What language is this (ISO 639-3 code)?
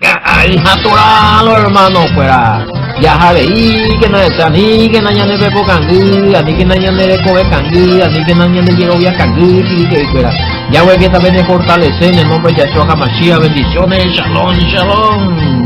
grn